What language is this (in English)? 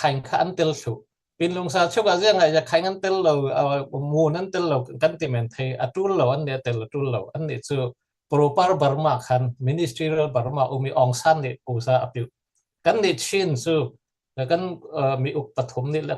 Falam Chin